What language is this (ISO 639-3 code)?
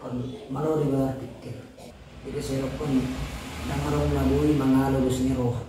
bbc